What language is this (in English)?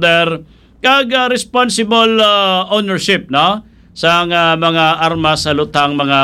Hiligaynon